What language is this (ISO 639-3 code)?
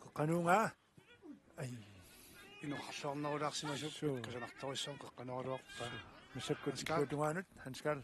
kal